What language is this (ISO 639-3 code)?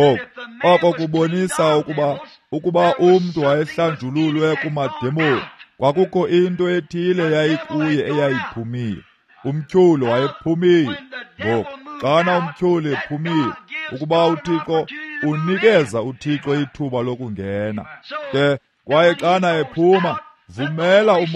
xho